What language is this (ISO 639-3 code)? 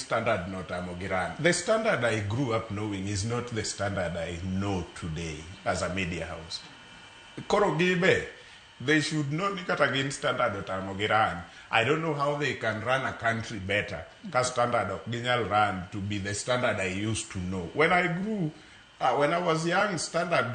luo